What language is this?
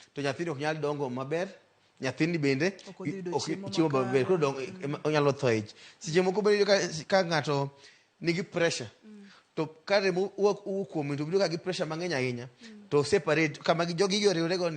Luo (Kenya and Tanzania)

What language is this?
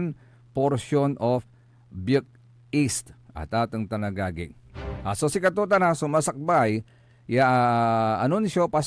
Pangasinan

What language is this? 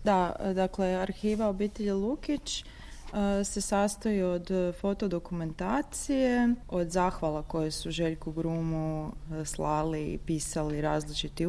Croatian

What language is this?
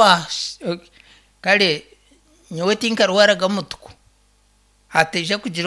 Nyankole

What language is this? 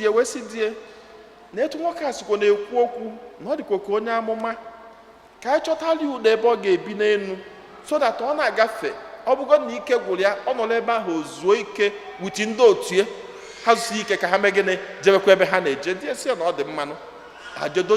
Igbo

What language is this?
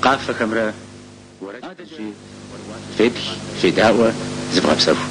Kabardian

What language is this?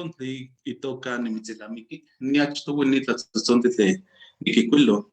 Eastern Huasteca Nahuatl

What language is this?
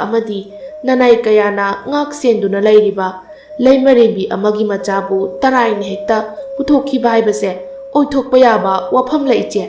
Manipuri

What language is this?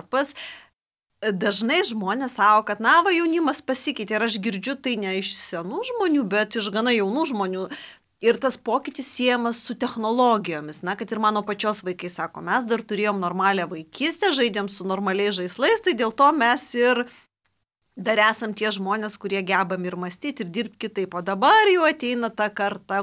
Lithuanian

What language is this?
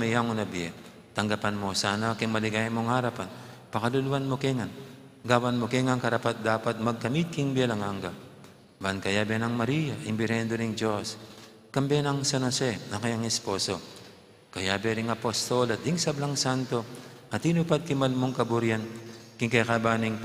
Pampanga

